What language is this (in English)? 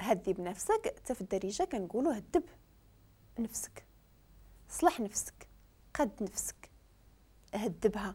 Moroccan Arabic